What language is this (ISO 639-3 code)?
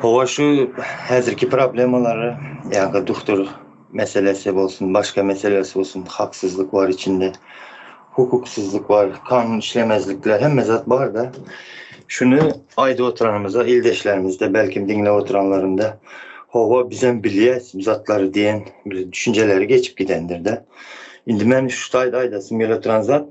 tuk